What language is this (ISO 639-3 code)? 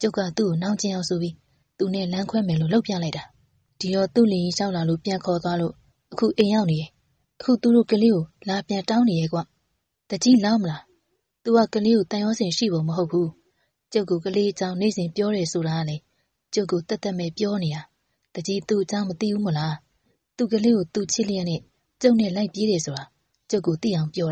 mya